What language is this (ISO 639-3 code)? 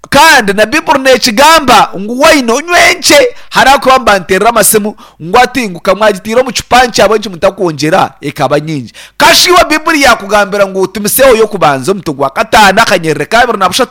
nyn